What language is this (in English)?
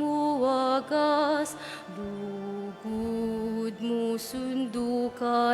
Pampanga